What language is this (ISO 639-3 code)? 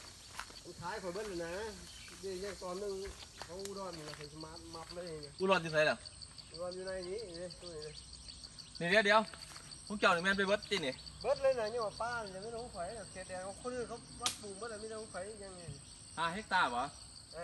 lao